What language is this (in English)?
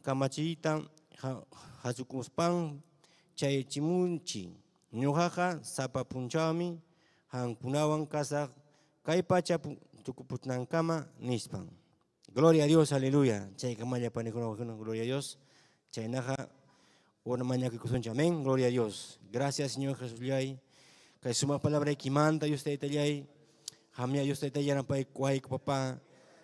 Ayacucho Quechua